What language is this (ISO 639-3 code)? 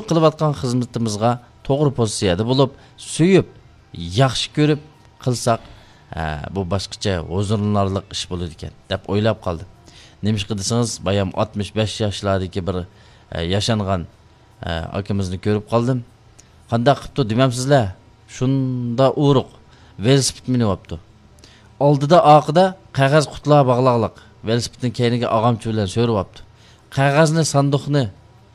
uig